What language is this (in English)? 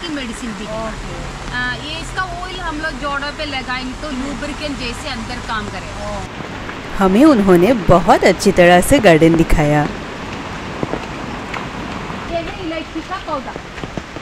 Hindi